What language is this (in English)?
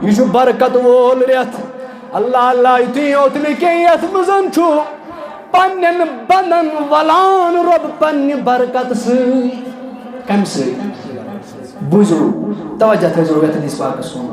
Kashmiri